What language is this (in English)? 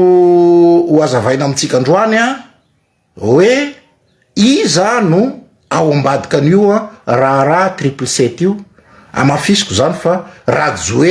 Malagasy